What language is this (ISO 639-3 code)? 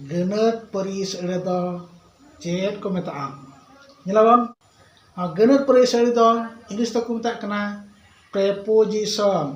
sat